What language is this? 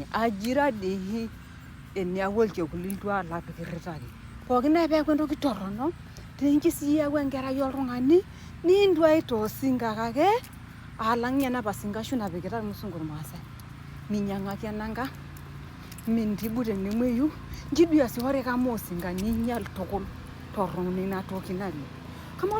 Masai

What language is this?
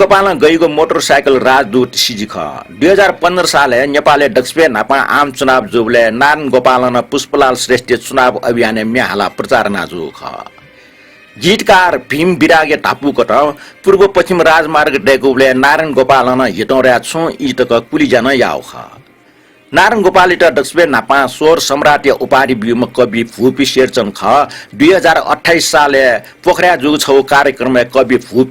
Newari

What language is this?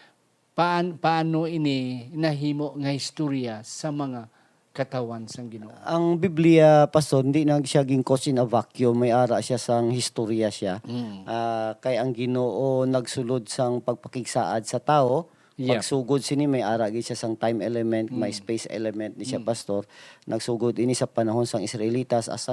Hiligaynon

